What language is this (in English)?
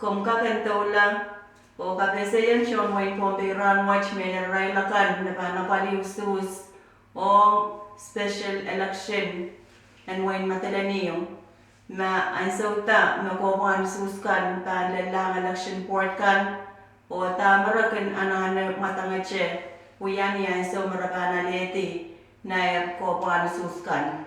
Pohnpeian